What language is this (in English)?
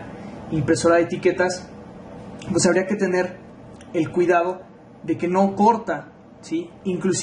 Spanish